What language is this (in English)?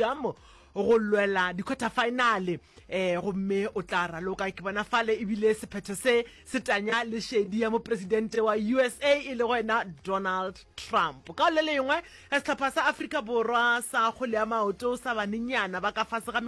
Northern Sotho